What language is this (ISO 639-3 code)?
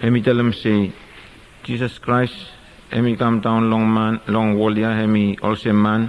bis